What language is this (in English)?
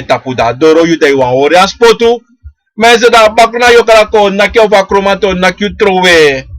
Sranan Tongo